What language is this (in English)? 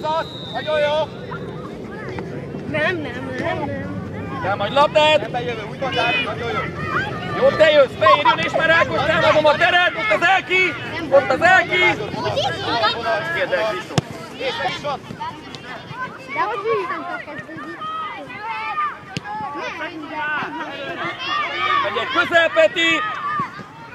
Hungarian